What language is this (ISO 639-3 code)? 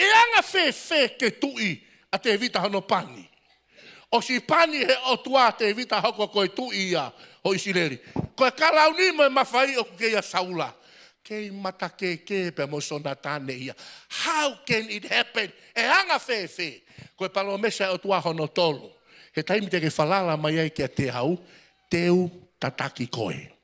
ton